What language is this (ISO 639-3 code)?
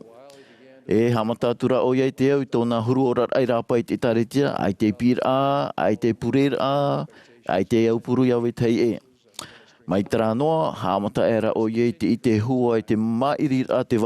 tah